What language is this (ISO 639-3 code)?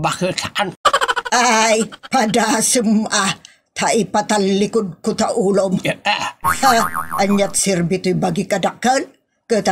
ilo